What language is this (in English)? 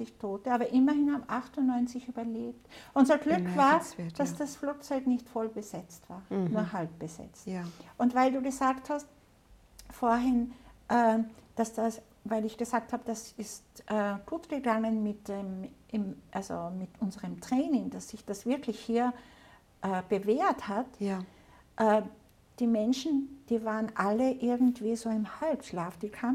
German